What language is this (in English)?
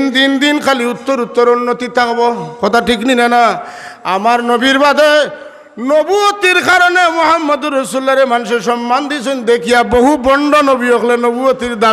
Sylheti